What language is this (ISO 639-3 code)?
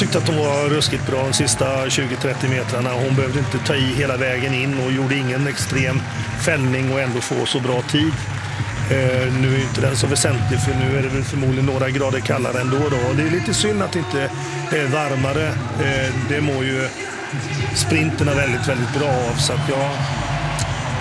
swe